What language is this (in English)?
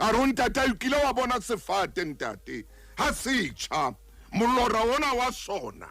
Southern Sotho